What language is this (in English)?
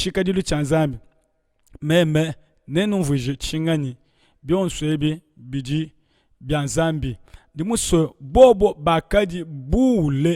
Luba-Lulua